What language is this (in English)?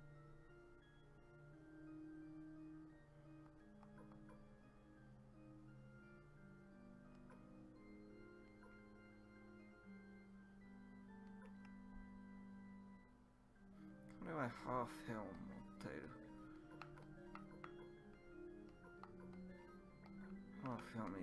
Japanese